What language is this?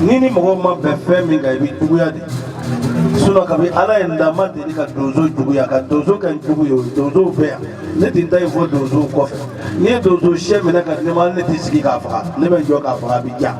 Bambara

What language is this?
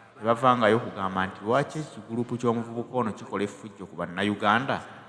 Ganda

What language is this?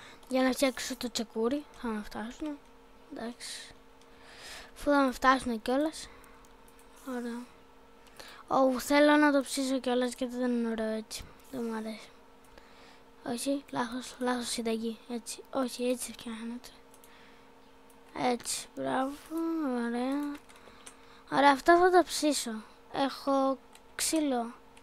Greek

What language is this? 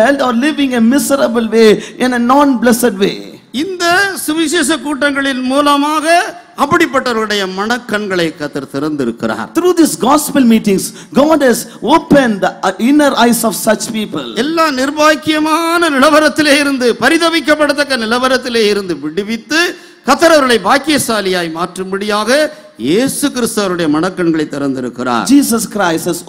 Tamil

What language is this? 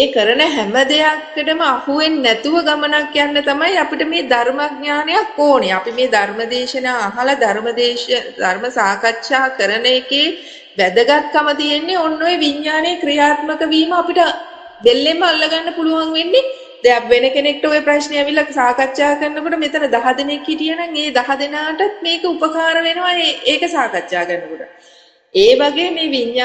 Sinhala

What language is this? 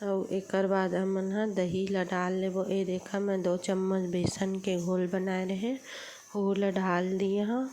Chhattisgarhi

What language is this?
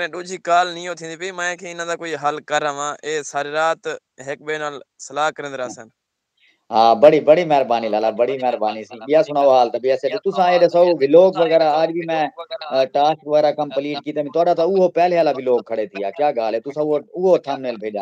Saraiki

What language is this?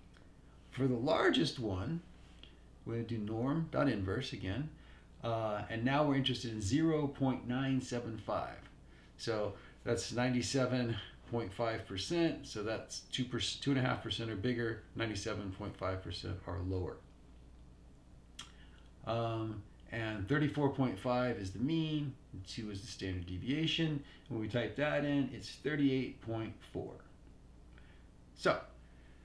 English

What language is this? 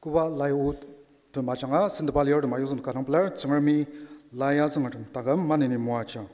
Ao Naga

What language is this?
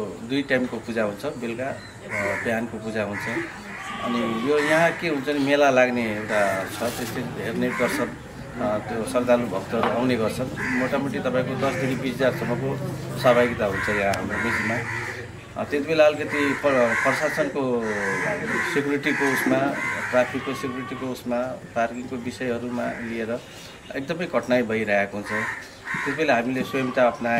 Nepali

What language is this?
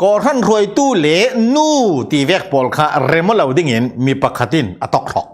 Falam Chin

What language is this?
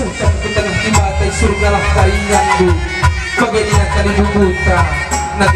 Batak Karo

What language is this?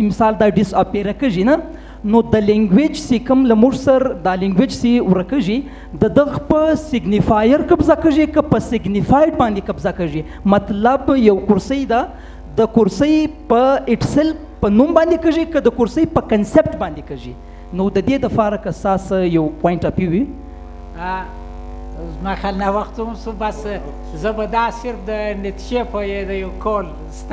Pashto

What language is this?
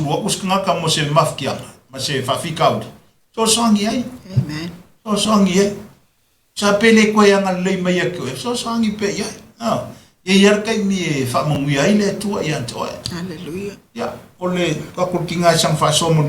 Samoan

